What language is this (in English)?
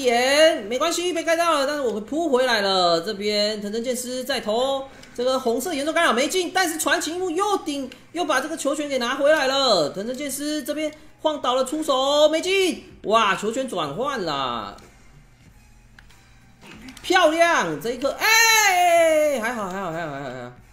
Chinese